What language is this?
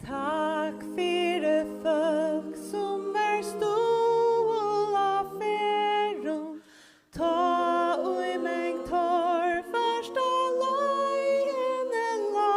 Faroese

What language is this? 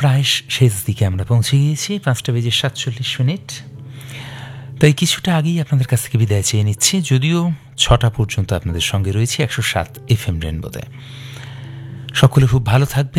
Bangla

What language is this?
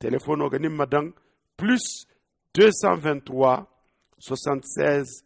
Zarma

